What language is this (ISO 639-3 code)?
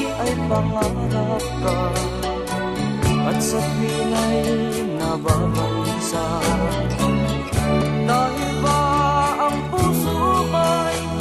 fil